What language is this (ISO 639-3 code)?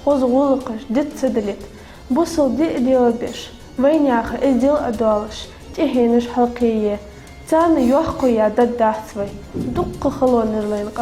inh